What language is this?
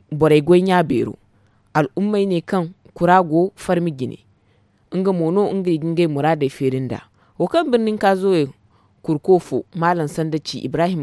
Zarma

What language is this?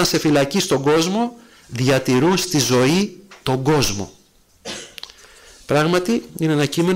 Greek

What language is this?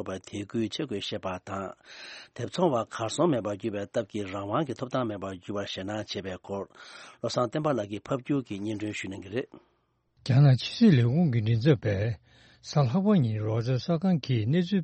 Tibetan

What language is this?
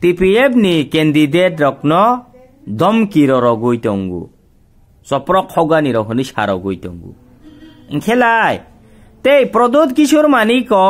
Kok Borok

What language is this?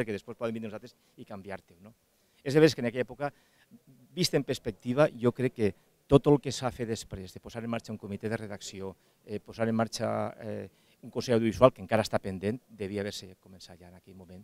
Catalan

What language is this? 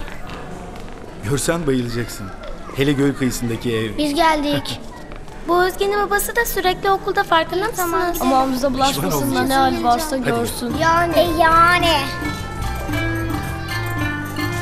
Turkish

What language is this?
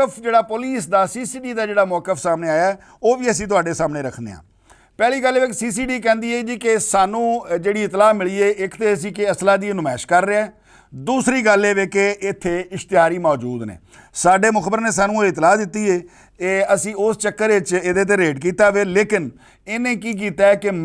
Western Panjabi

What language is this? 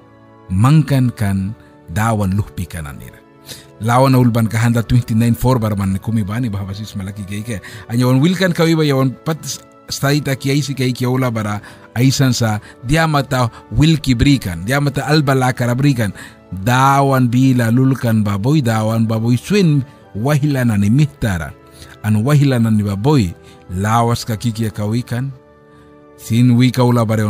Mískito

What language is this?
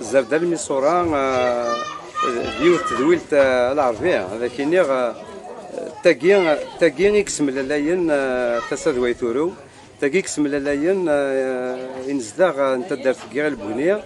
Kabyle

